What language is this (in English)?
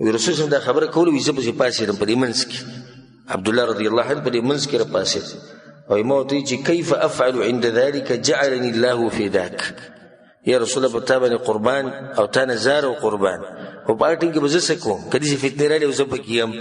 Pashto